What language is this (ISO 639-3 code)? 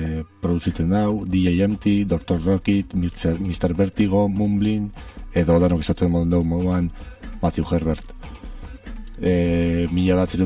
eus